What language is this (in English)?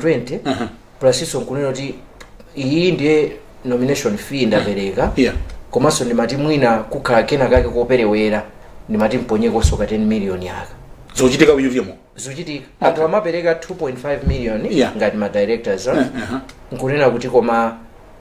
Nyanja